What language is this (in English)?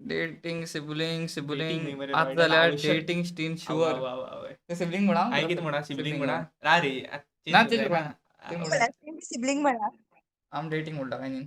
Konkani